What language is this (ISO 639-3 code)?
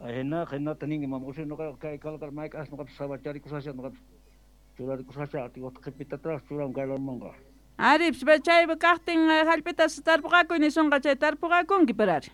quh